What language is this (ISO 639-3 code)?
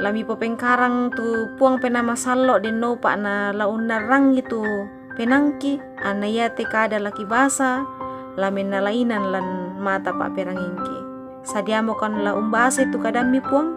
sda